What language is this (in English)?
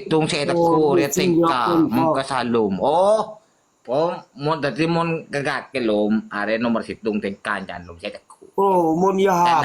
Madurese